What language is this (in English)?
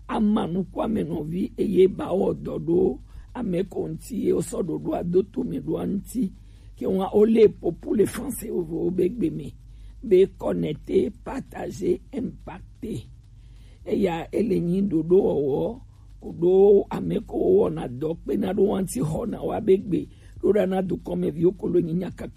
Gen